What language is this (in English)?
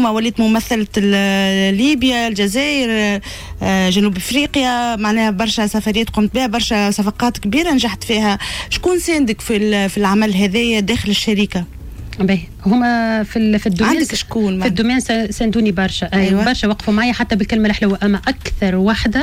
Tunisian Arabic